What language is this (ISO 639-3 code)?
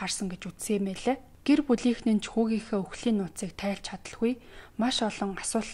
mon